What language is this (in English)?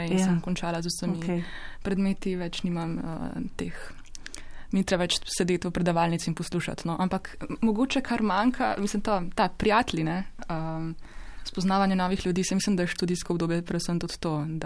Slovenian